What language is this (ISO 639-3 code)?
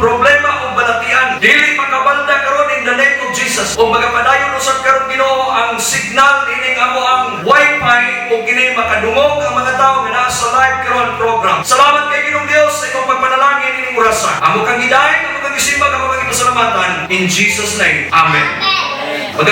ceb